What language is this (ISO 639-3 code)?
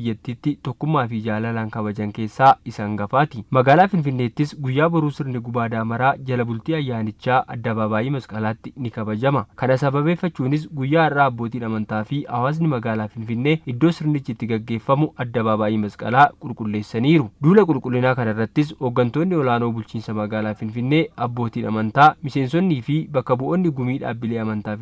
orm